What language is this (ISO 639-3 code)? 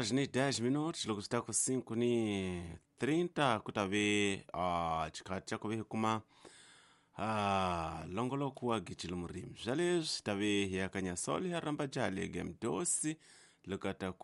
tso